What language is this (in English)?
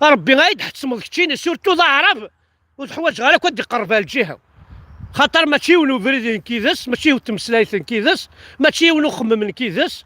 Kabyle